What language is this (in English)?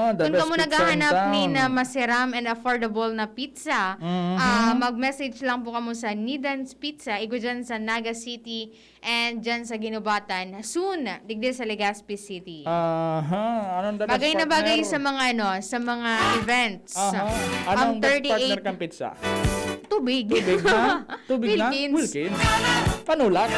Bikol